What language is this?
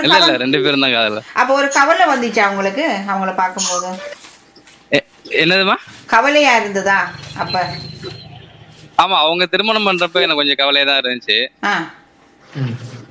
Tamil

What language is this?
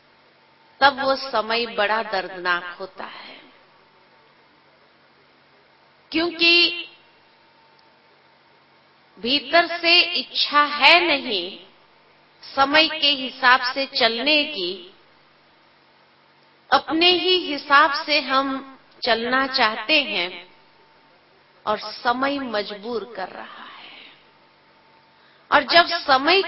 Hindi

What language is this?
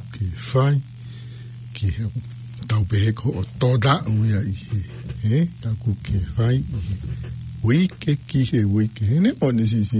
Tongan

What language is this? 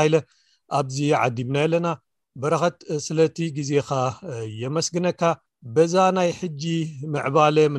Tigrinya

